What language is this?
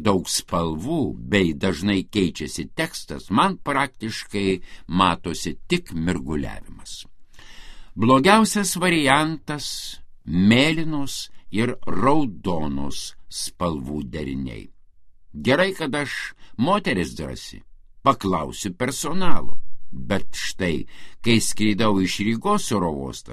Lithuanian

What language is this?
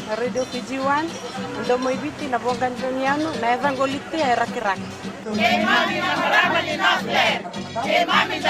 Fijian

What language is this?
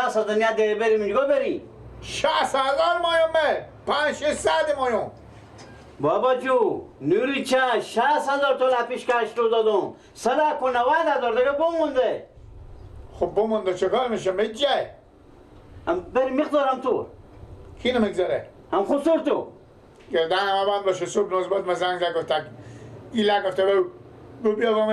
Persian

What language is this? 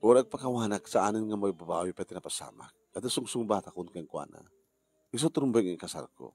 Iloko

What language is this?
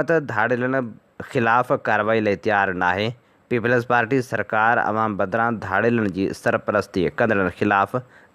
Sindhi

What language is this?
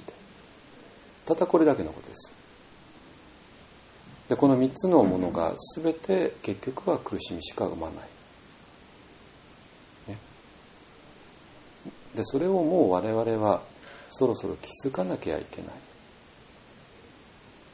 Japanese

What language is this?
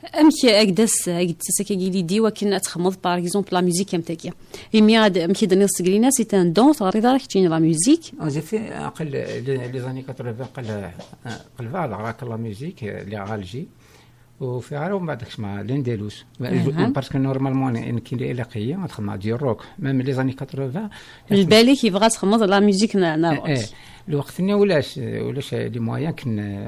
Kabyle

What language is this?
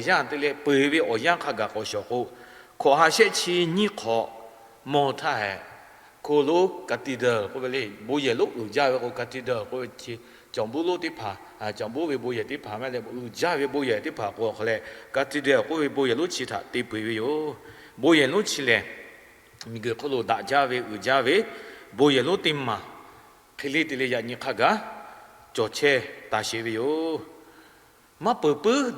Lahu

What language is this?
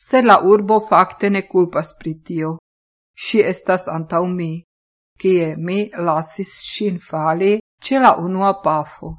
Esperanto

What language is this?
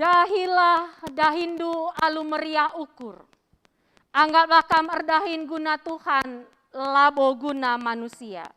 Batak Karo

